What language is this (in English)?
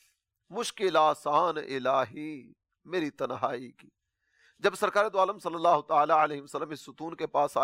Urdu